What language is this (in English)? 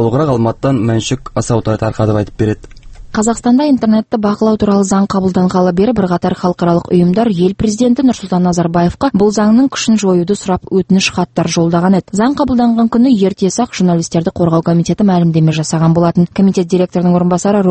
Kazakh